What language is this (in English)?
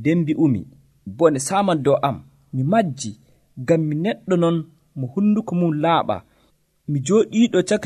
Nigerian Fulfulde